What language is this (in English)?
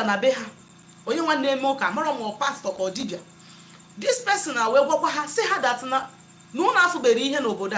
Igbo